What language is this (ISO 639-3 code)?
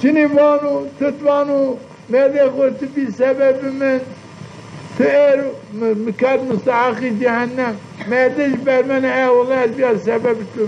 zza